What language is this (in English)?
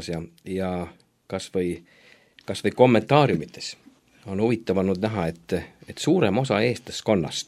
Estonian